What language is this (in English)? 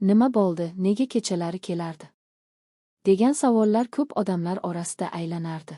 Uzbek